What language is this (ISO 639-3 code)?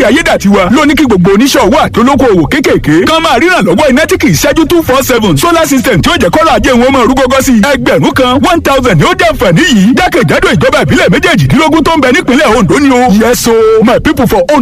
yor